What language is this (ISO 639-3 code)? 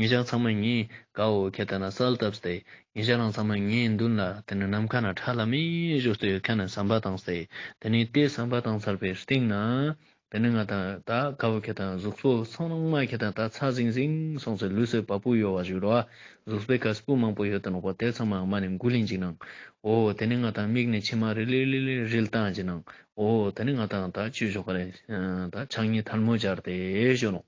lbj